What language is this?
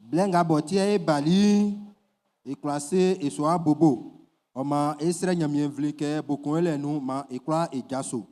Baoulé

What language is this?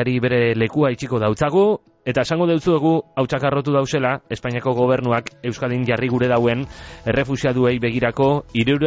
Basque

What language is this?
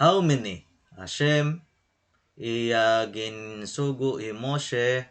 Waray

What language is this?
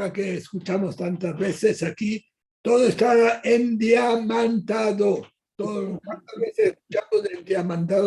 Ladino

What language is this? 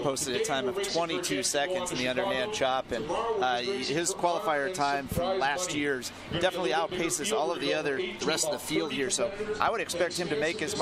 English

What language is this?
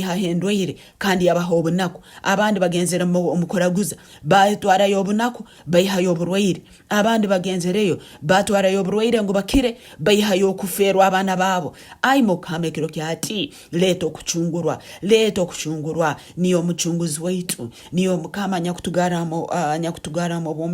Nyoro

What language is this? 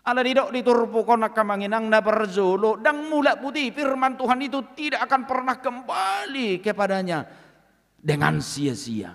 Batak Toba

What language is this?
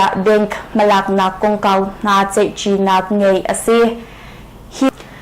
Hakha Chin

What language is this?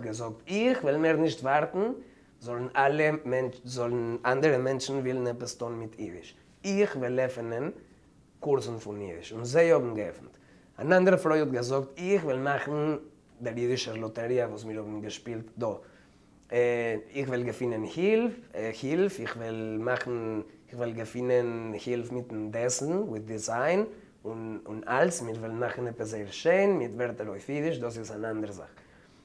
Yiddish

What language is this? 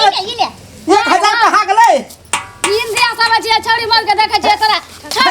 Maithili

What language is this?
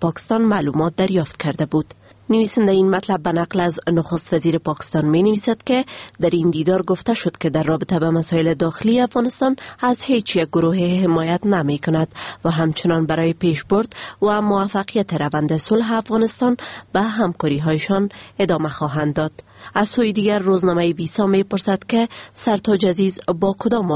Persian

